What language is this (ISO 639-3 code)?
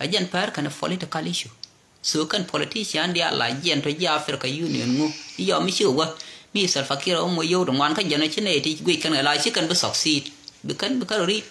nus